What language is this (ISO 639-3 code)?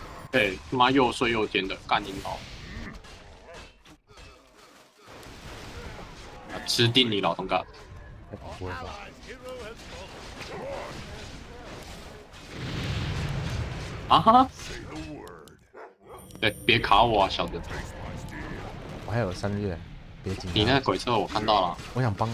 zho